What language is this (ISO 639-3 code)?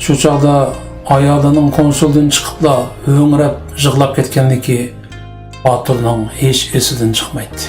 uig